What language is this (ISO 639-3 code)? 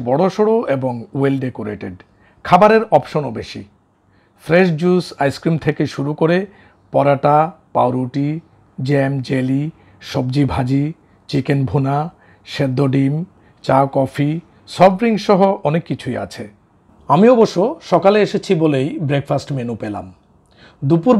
ben